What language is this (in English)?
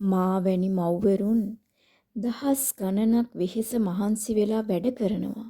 Sinhala